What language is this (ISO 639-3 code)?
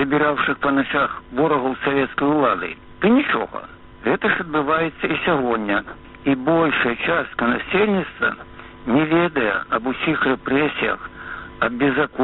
bel